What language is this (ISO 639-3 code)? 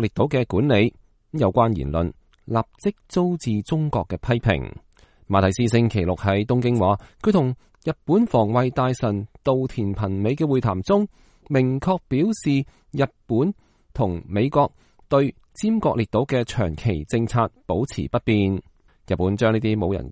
yue